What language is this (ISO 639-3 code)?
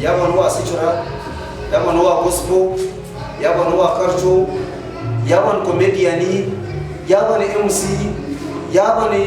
nyn